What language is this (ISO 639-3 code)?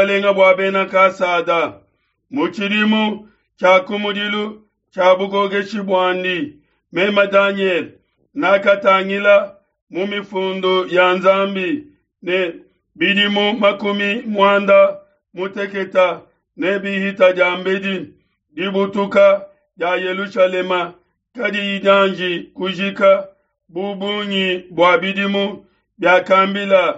lua